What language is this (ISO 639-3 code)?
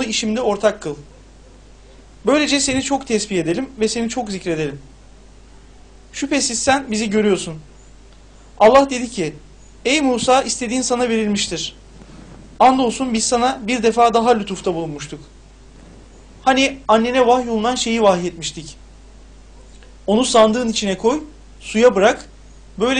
tur